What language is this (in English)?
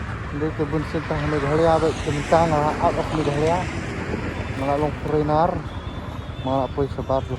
Khasi